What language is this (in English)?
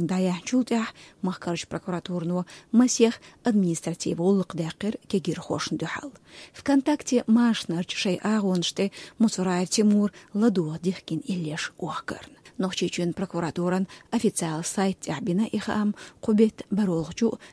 Chechen